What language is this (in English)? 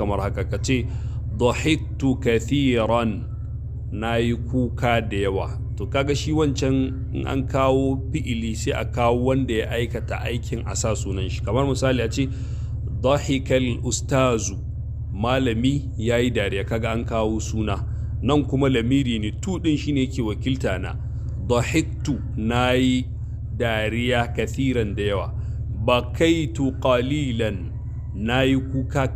Hausa